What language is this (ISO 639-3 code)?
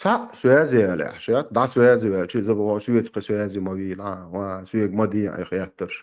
che